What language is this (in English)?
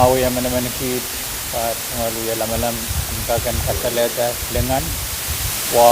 Pohnpeian